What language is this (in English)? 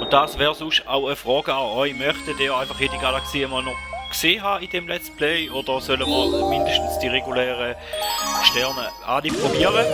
Swiss German